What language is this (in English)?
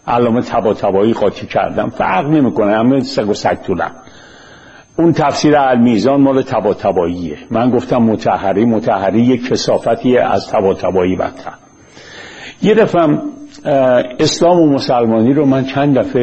Persian